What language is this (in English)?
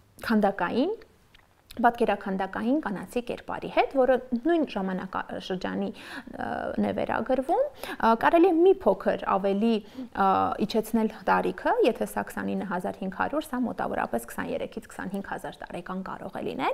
Armenian